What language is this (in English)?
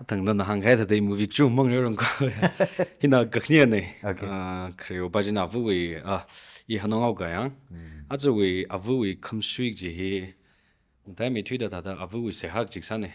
Tangkhul Naga (India)